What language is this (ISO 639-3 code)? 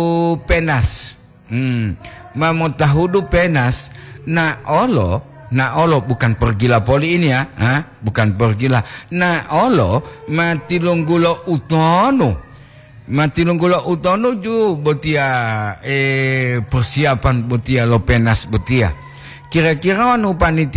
gor